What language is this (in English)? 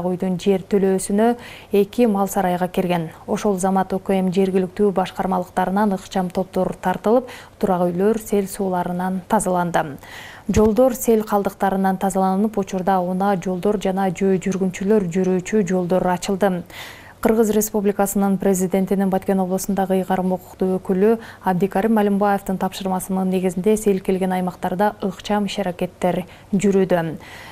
Kyrgyz